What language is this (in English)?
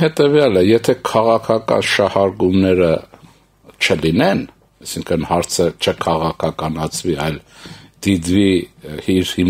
Armenian